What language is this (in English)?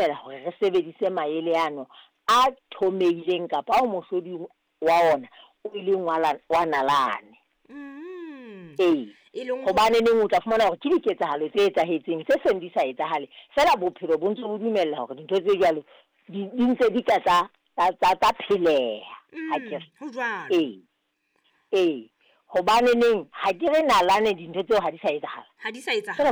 Southern Sotho